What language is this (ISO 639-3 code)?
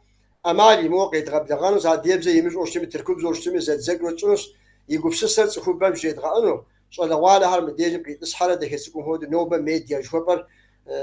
kbd